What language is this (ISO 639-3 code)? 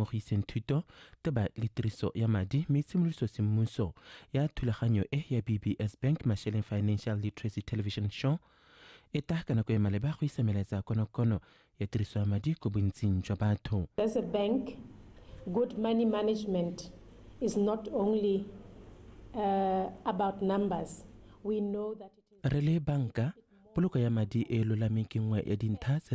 tsn